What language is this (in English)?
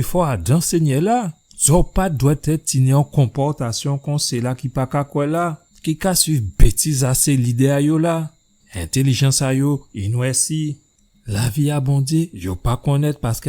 Guadeloupean Creole French